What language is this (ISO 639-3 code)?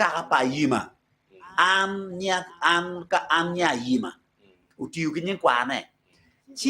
ach